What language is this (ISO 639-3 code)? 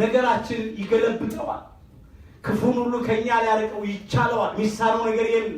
amh